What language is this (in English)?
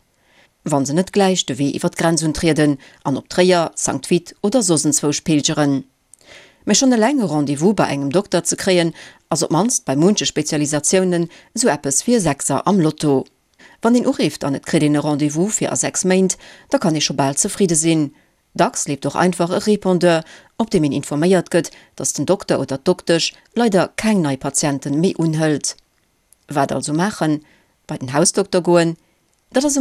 Luxembourgish